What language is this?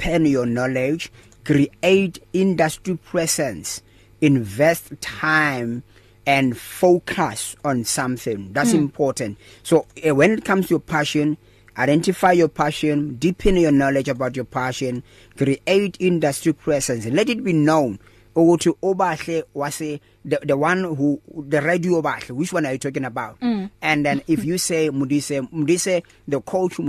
English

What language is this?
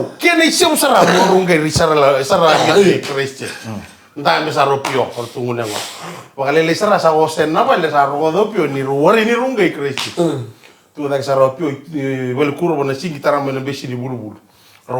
Fijian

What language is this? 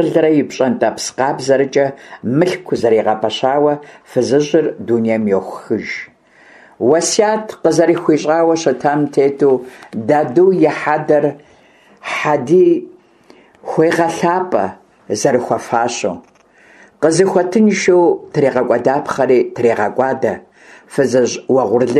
Kabardian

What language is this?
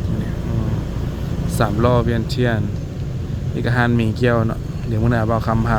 Lao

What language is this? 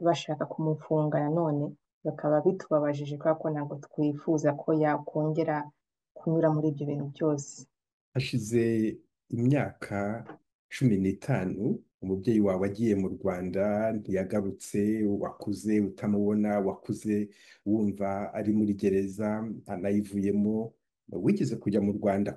Kinyarwanda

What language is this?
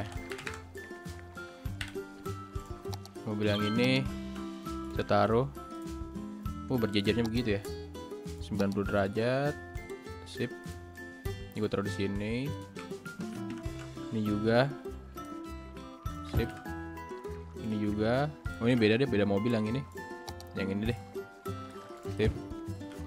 Indonesian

